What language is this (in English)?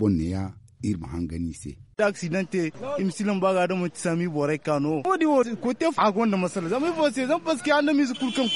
Zarma